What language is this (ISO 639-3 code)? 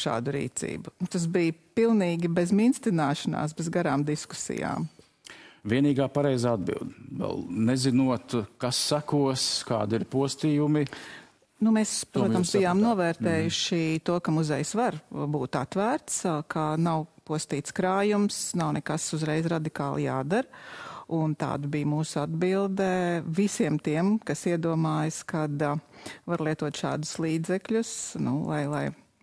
lav